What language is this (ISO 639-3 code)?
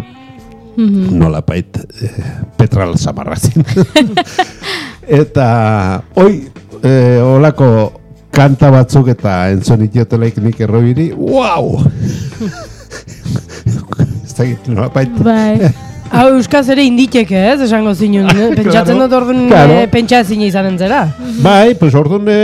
eus